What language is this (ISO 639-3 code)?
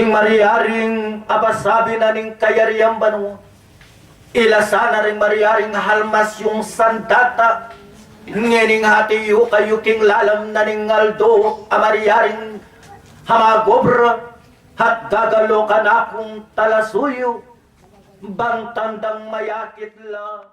pam